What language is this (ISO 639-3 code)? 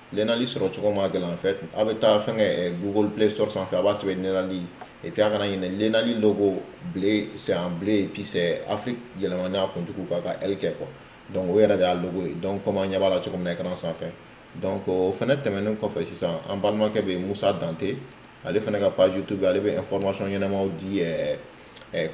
bam